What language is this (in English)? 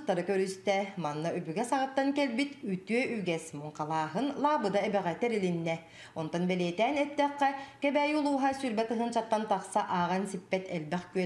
Yakut